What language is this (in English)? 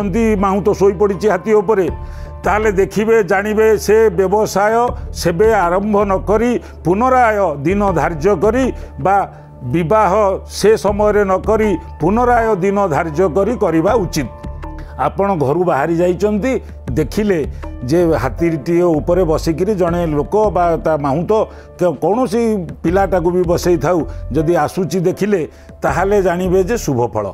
Odia